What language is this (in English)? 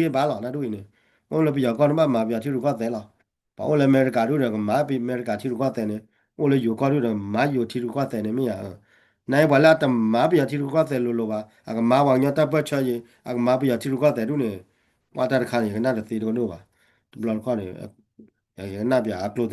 S'gaw Karen